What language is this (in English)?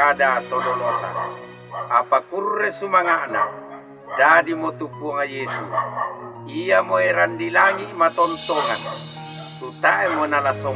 Toraja-Sa'dan